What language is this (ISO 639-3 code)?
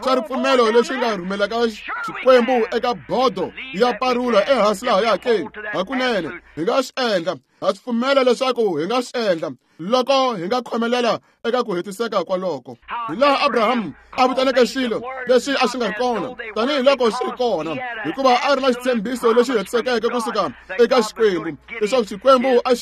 tso